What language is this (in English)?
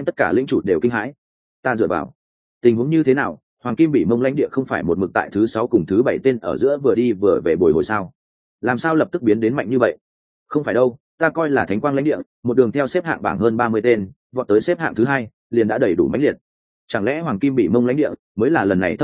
Vietnamese